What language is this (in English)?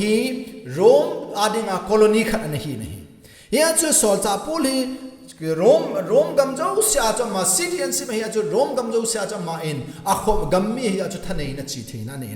Thado Chin